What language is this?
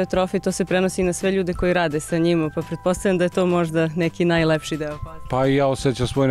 Serbian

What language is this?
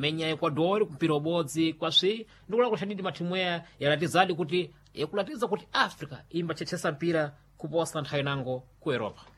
Sena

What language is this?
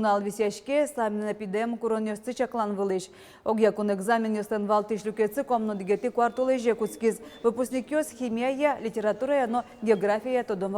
Udmurt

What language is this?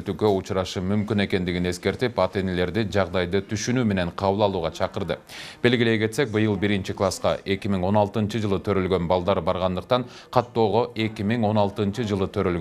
Kyrgyz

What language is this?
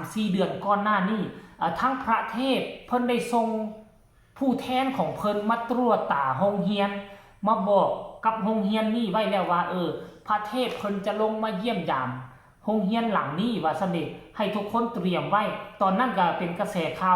Northeastern Thai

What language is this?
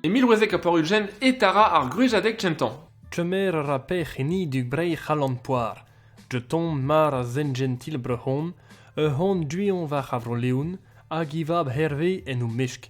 Breton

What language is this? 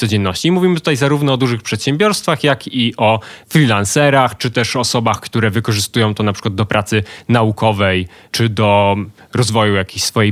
Polish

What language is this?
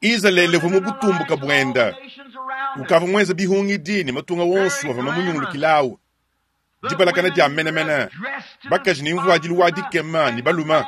Luba-Lulua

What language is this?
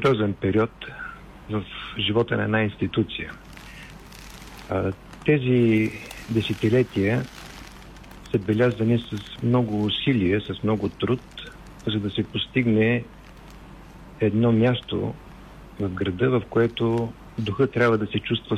Bulgarian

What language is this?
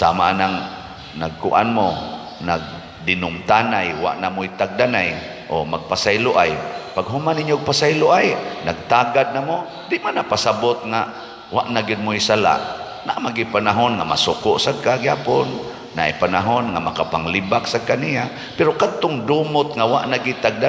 Cebuano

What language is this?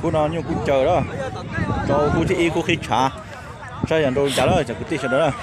Hmong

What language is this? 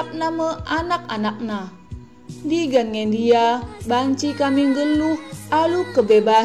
Batak Karo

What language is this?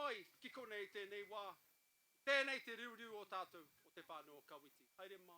Māori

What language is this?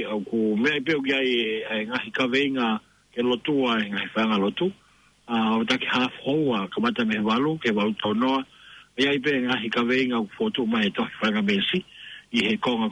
Tongan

